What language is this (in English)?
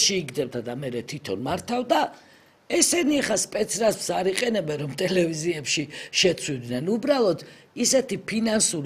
Georgian